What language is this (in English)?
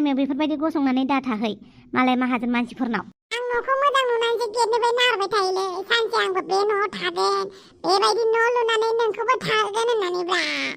Bodo